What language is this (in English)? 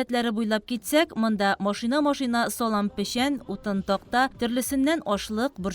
Tatar